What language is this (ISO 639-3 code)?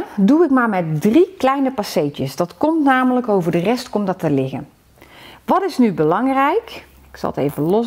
nld